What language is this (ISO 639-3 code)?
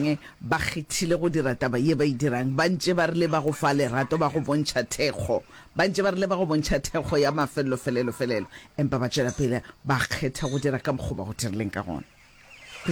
nso